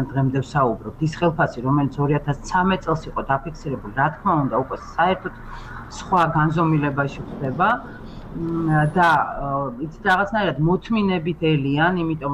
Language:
Georgian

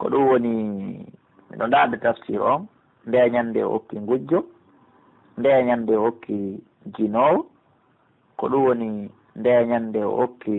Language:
Pular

